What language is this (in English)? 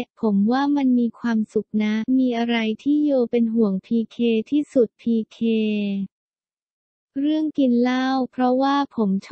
Thai